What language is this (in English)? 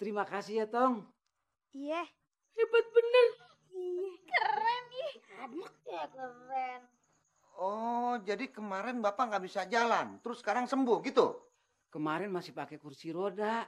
Betawi